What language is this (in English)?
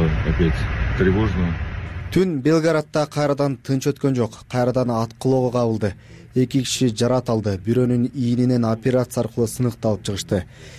Kyrgyz